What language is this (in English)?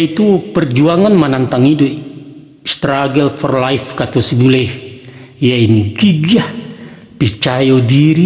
Minangkabau